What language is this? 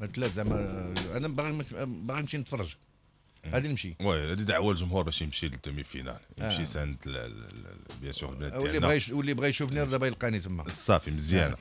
Moroccan Arabic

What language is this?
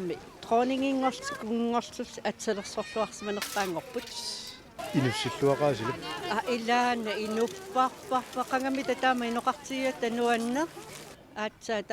Kalaallisut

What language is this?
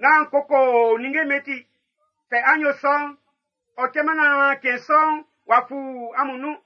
Baoulé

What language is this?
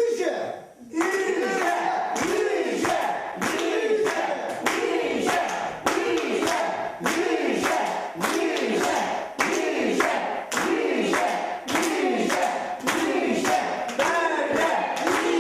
Chuvash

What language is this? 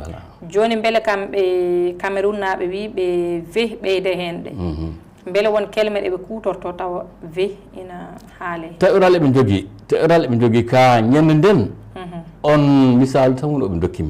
Fula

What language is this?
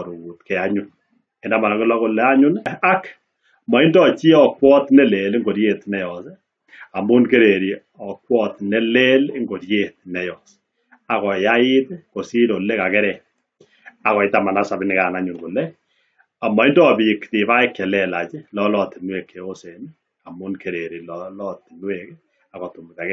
Kalenjin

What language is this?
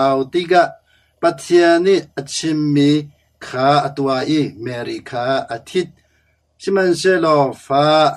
Hakha Chin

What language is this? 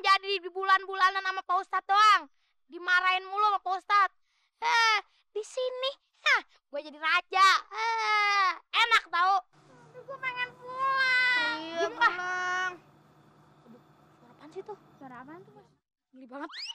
Betawi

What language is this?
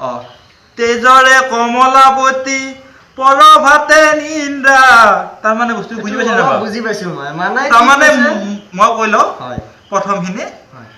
Assamese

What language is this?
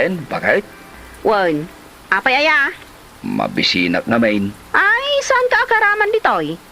Iloko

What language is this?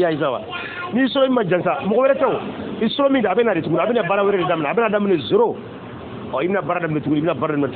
Bambara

